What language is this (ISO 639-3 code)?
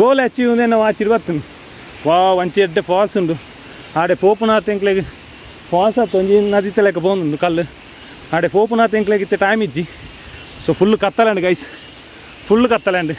tcy